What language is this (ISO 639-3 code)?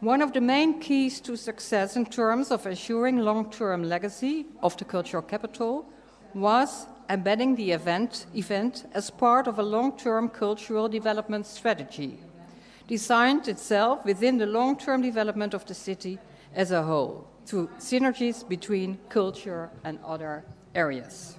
fry